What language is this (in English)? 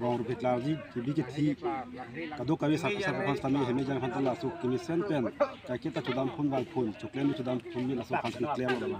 Karbi